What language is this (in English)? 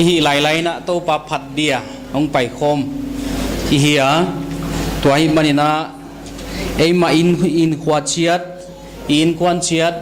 Paite Chin